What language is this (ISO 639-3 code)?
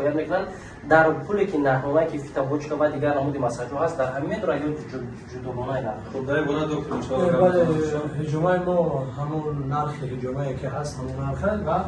tgk